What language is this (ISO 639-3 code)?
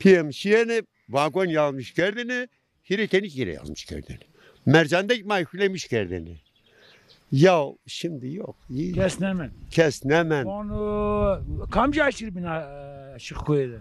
zza